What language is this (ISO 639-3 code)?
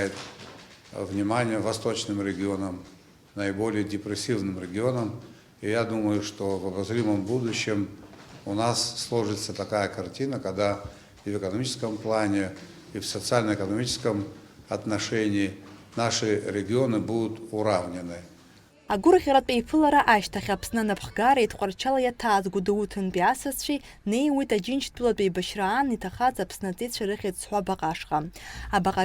abk